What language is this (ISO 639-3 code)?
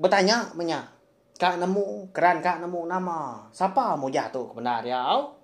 iba